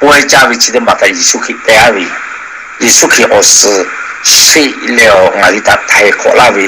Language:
Lahu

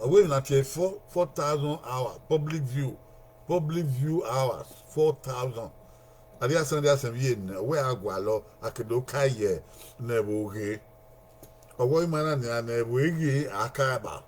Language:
Bini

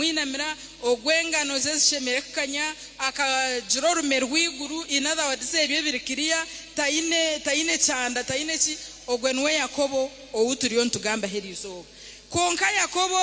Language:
Nyankole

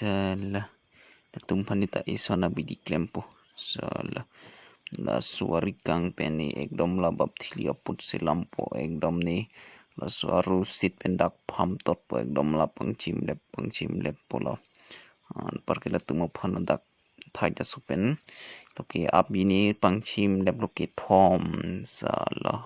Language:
Karbi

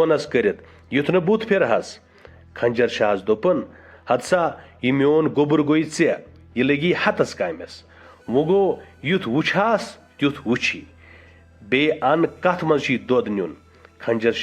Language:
Kashmiri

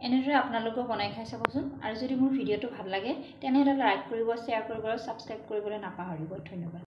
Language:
Assamese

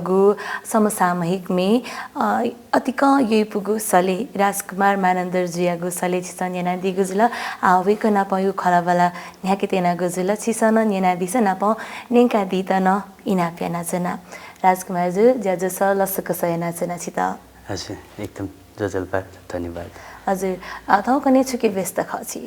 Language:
Newari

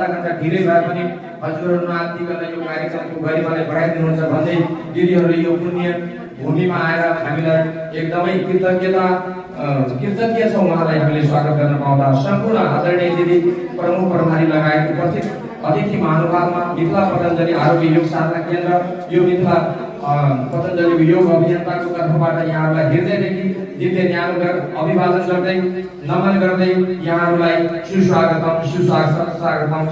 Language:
Nepali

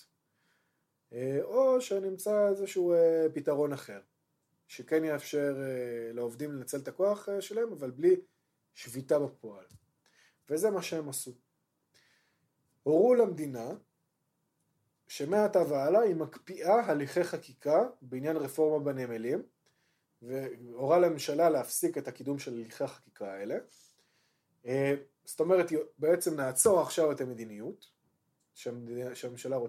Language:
Hebrew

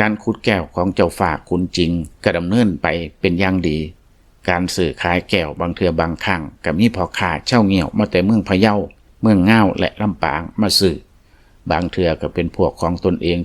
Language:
Lao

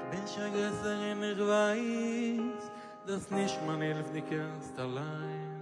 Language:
Yiddish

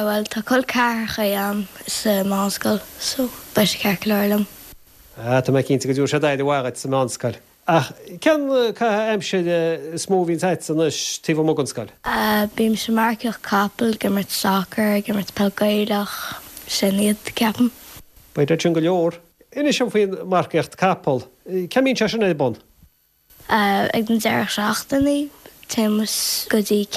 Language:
Irish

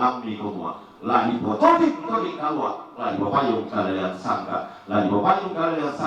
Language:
Toraja-Sa'dan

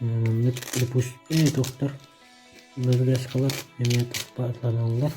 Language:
Yakut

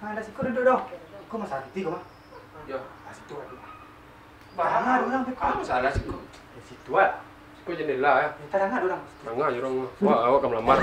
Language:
Minangkabau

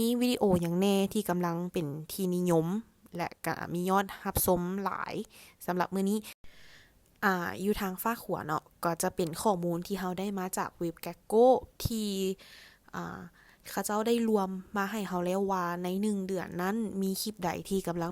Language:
Lao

